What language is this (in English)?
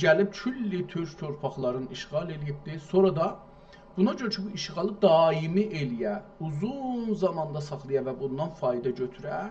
South Azerbaijani